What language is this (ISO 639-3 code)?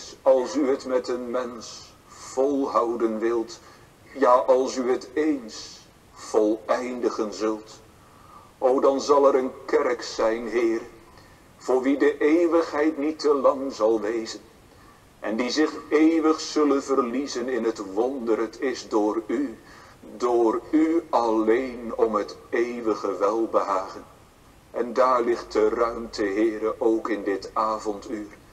nld